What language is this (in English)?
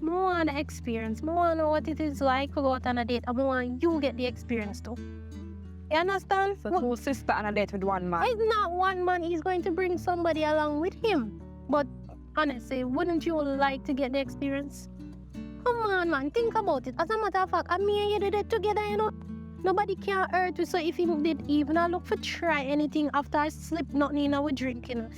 Jamaican Creole English